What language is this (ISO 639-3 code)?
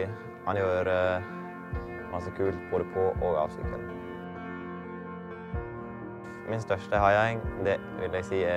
nor